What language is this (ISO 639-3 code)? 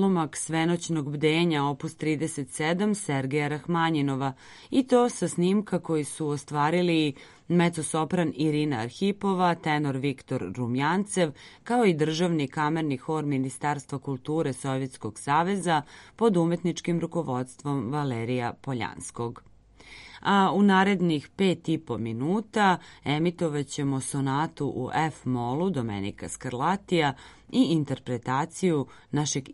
srp